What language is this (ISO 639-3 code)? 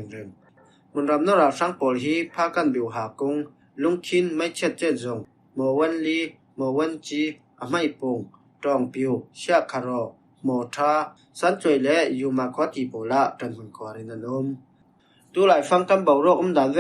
cfm